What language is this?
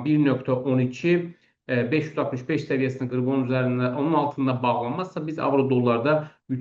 Azerbaijani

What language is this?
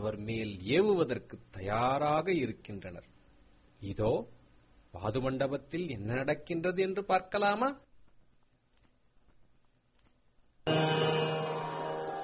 Tamil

